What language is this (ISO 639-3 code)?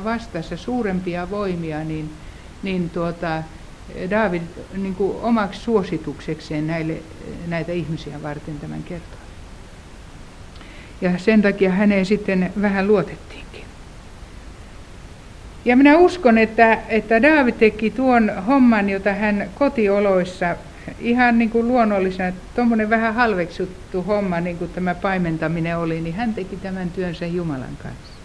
fin